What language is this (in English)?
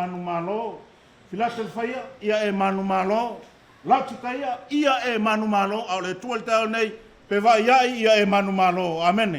Samoan